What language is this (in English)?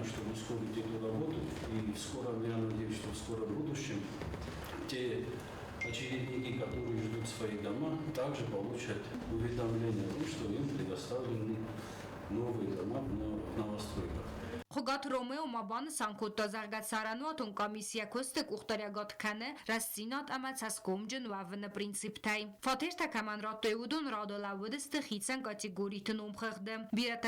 Ossetic